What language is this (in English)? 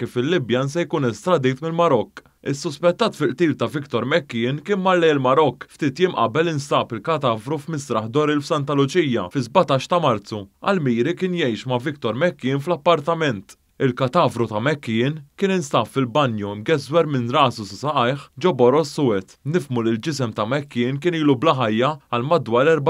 Maltese